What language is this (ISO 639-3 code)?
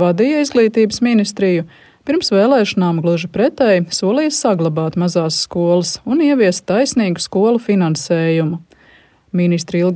lav